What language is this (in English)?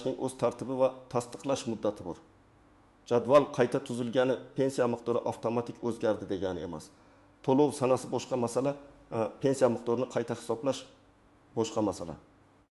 Uzbek